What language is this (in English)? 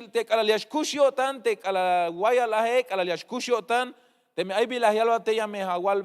Tzeltal